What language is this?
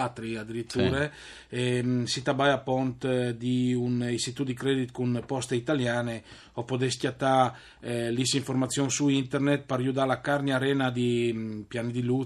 Friulian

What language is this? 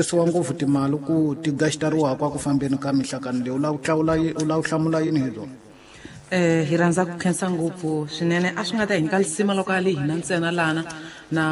Tsonga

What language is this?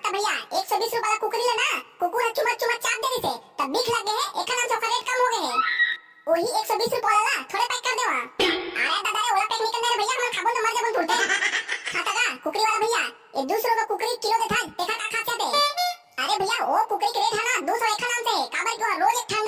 Chhattisgarhi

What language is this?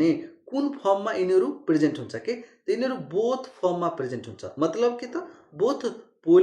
Nepali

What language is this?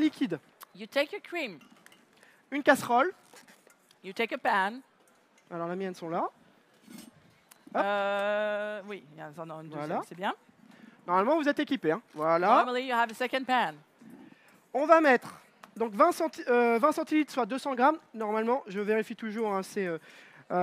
French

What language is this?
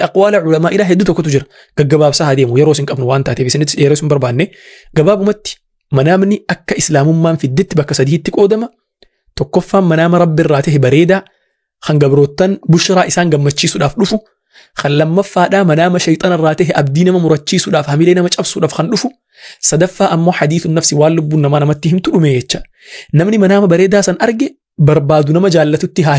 Oromo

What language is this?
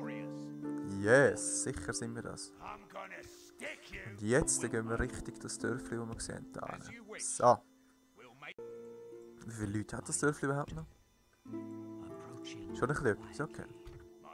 Swiss German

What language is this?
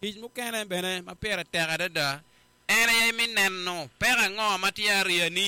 Acoli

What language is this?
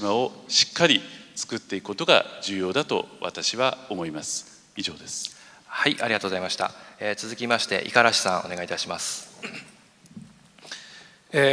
Japanese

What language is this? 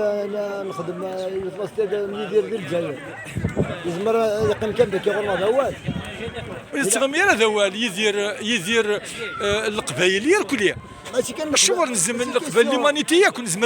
Kabyle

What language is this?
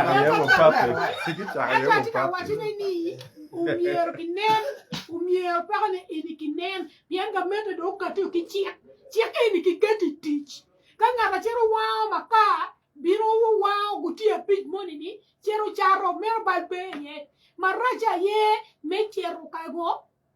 Acoli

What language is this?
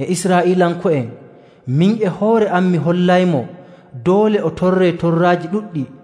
Nigerian Fulfulde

